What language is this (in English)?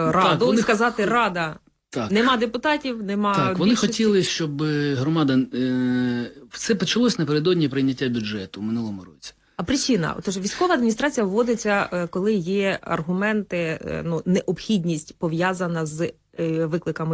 Ukrainian